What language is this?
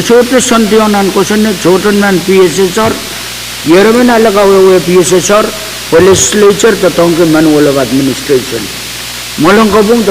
Pohnpeian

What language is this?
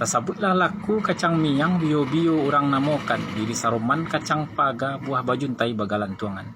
Minangkabau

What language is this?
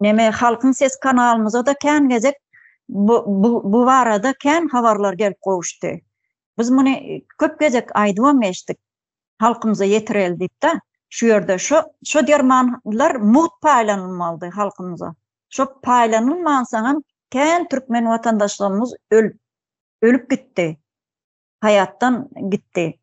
Turkmen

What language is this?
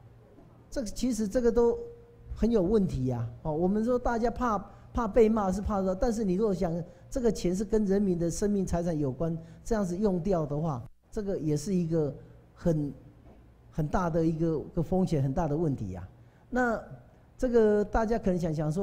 Chinese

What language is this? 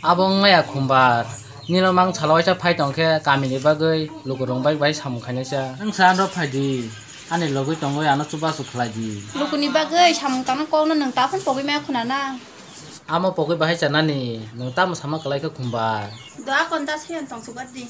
Kok Borok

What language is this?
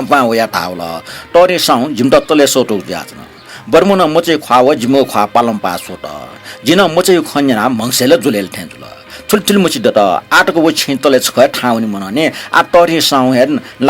Newari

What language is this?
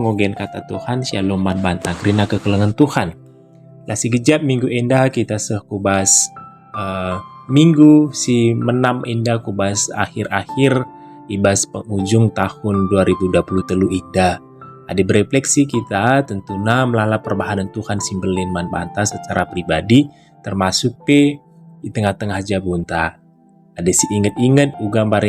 Batak Karo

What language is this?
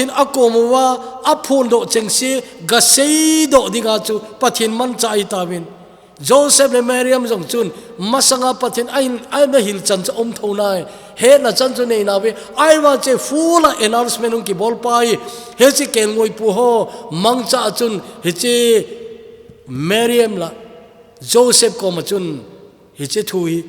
Thado Chin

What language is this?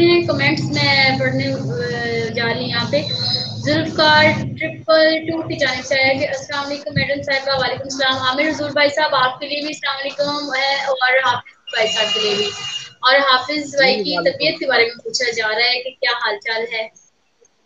Urdu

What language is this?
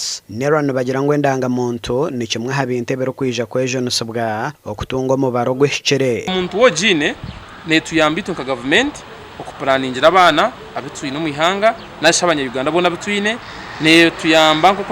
Nyankole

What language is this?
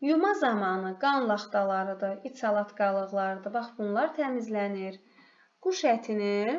Azerbaijani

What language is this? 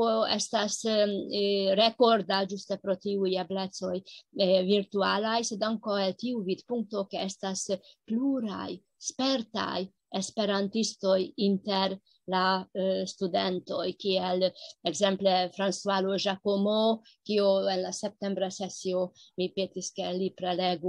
Esperanto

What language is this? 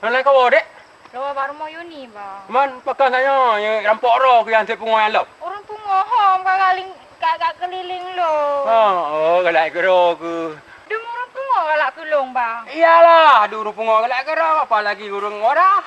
Achinese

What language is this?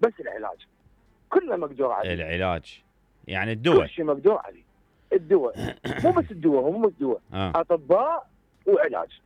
Mesopotamian Arabic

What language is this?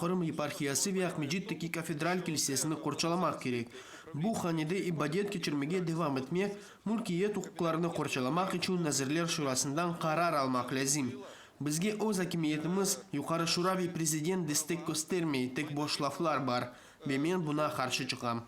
Crimean Tatar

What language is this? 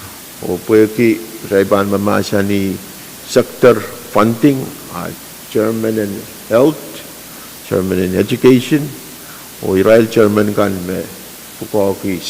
Pohnpeian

